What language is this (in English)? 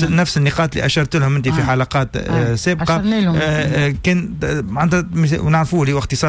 Tunisian Arabic